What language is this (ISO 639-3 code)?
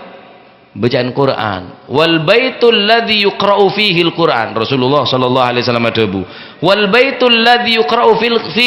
mad